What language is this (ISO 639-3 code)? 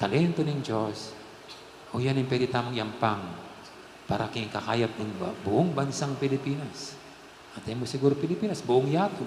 pam